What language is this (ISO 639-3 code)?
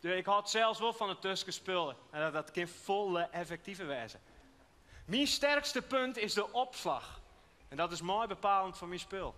fry